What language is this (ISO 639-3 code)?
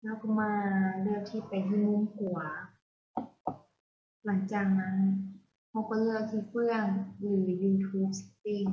lao